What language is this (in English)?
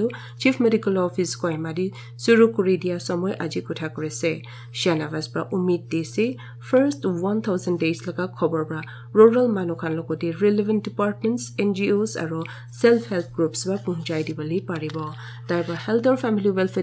Naga Pidgin